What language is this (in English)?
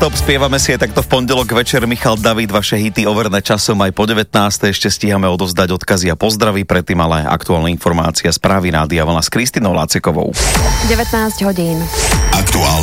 Slovak